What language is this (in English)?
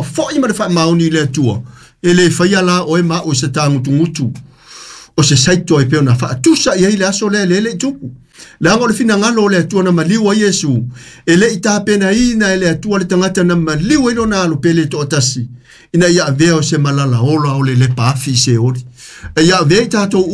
Samoan